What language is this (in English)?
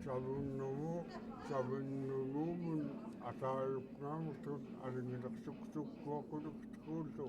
Central Yupik